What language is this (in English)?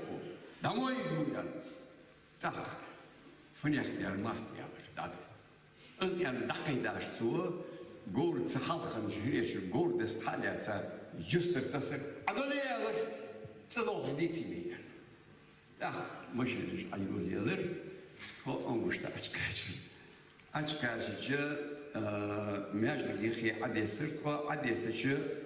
Ingush